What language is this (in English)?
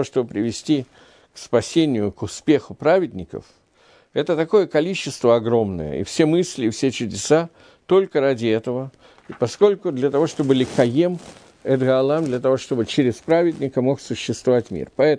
Russian